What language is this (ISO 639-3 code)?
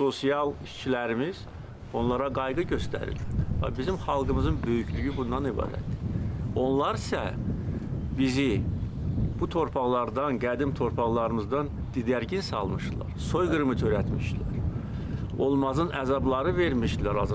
aze